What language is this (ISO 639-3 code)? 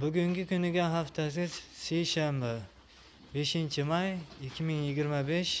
uzb